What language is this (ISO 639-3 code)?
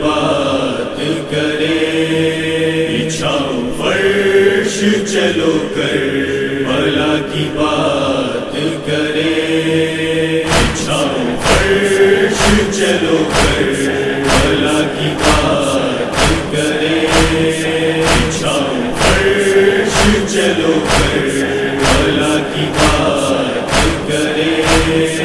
urd